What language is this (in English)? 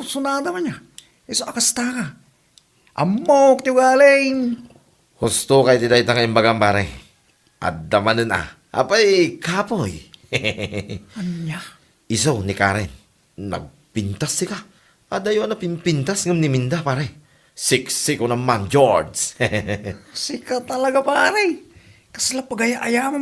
Iloko